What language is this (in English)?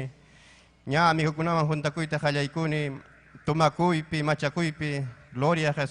Ayacucho Quechua